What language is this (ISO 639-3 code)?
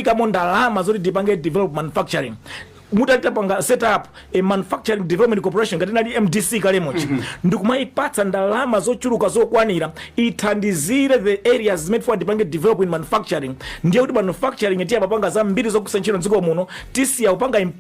nya